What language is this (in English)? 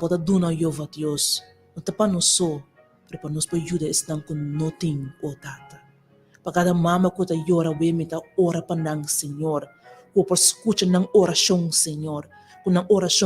Papiamento